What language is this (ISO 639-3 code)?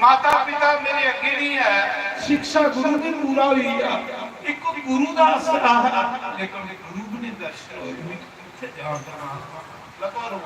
doi